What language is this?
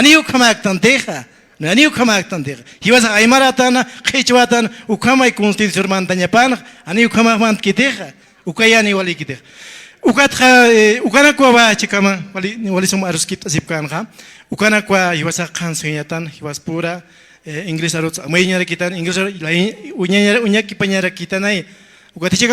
Aymara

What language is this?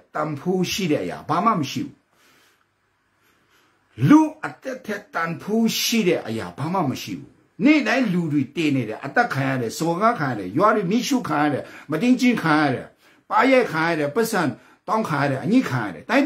Burmese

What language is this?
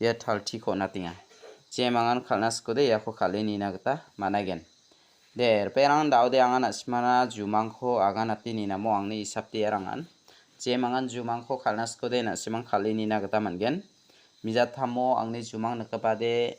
Garo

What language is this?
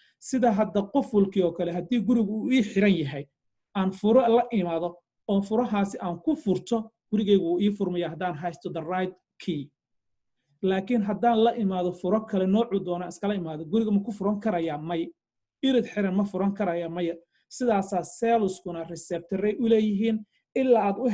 Somali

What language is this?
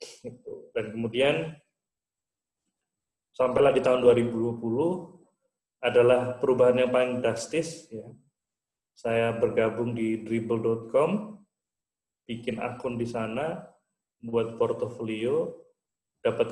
Indonesian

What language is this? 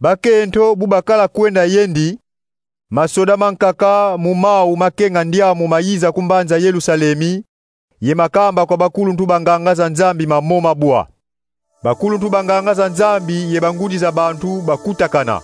Kongo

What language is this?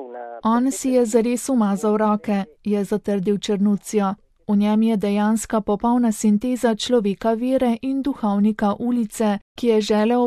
Slovenian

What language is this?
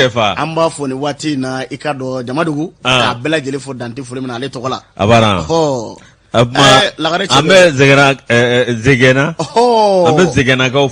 Bambara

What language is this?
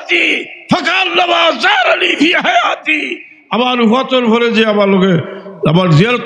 Sylheti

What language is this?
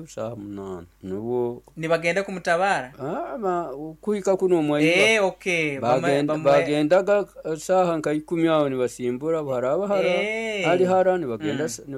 Nyoro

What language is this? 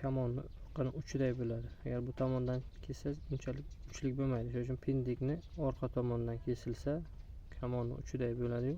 Uzbek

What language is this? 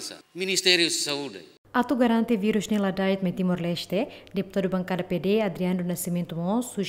Tetum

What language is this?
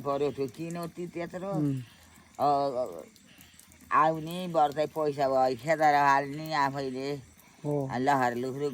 Nepali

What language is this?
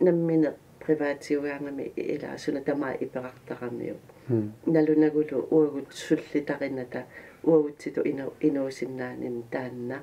Kalaallisut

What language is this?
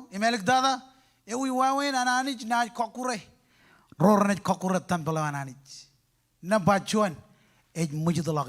Marshallese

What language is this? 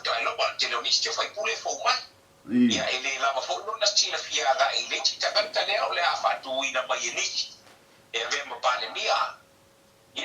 Samoan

